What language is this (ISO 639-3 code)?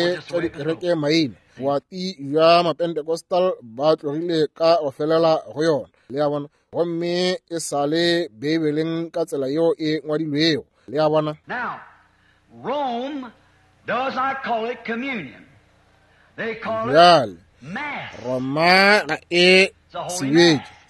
nso